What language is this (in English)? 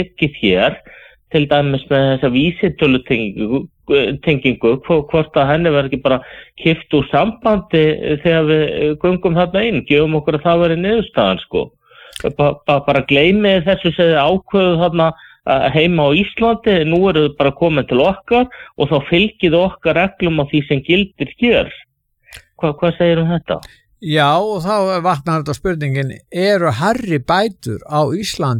Icelandic